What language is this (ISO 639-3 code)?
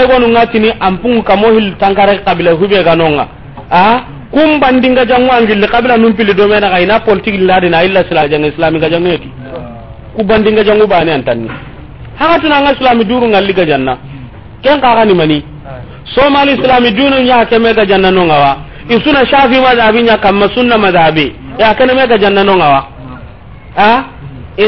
snk